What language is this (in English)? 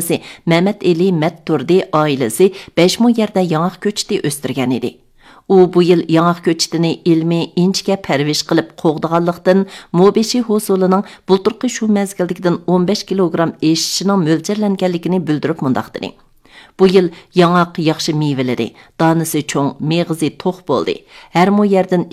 Uyghur